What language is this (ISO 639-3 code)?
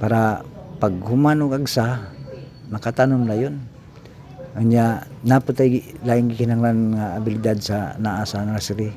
ceb